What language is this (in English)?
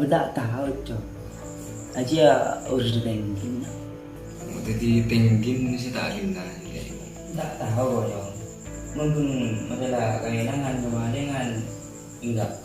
Madurese